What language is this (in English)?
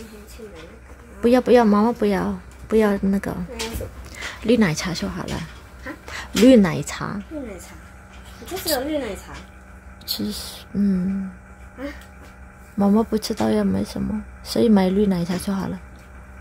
Indonesian